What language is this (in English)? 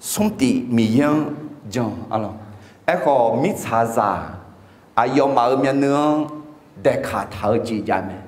Akha